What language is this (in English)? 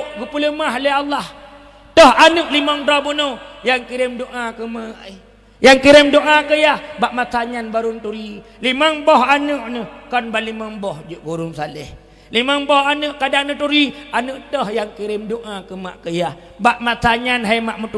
Achinese